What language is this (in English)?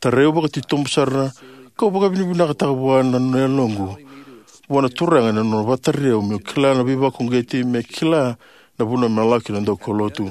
Fijian